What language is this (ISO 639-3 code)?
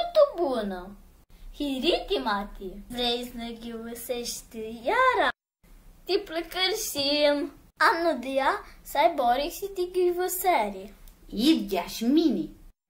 rup